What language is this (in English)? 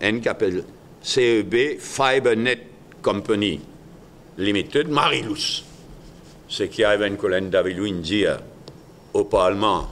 Morisyen